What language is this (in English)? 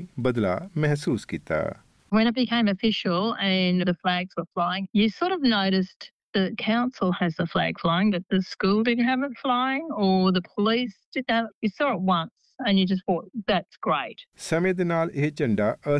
Punjabi